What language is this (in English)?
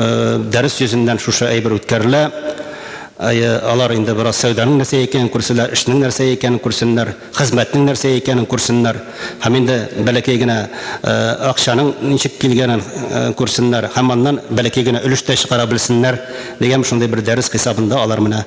Tatar